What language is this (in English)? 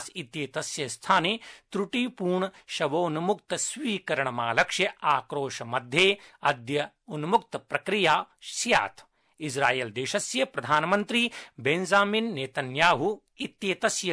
Sanskrit